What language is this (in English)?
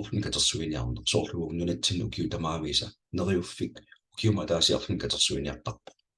Kalaallisut